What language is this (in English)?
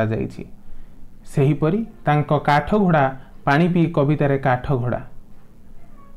Odia